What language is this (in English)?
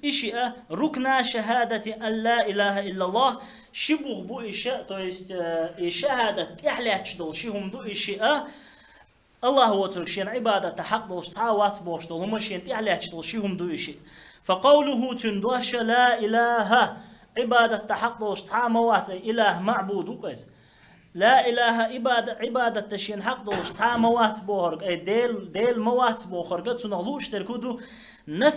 Chechen